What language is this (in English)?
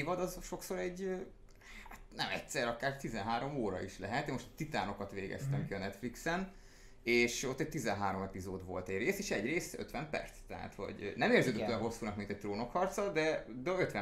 Hungarian